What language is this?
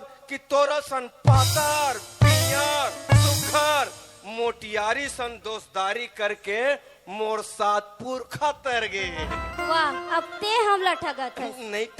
Chhattisgarhi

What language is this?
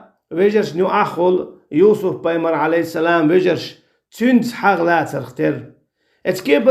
Chechen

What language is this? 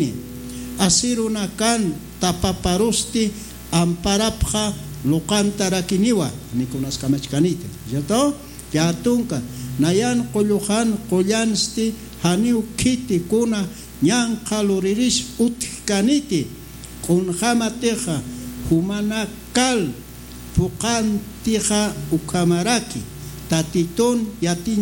Aymara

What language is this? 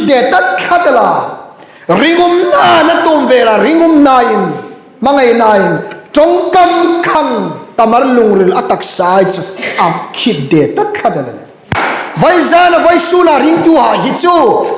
Hmar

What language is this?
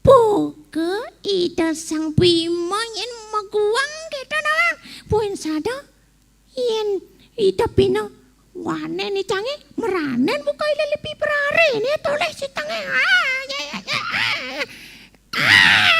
Balinese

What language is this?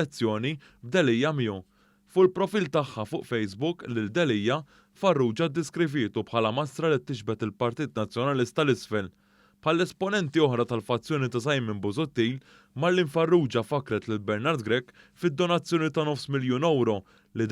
Maltese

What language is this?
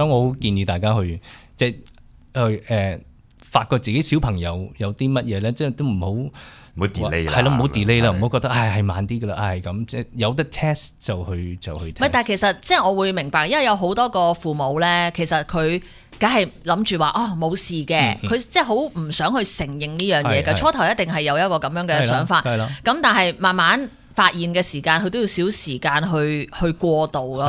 Cantonese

